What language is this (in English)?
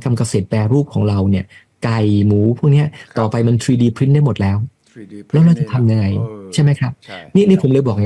Thai